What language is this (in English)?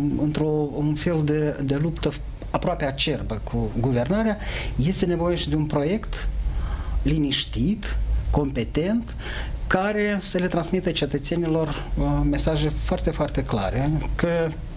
Romanian